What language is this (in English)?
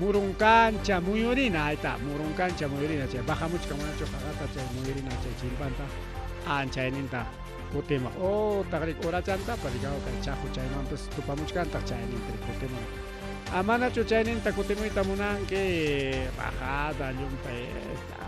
Ayacucho Quechua